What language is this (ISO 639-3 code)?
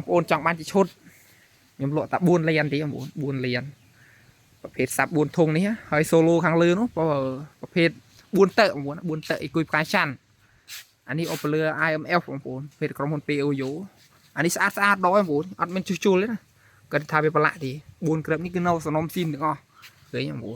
khm